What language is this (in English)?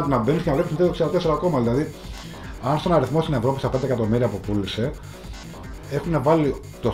Greek